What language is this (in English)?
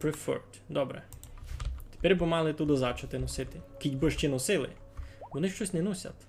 Rusyn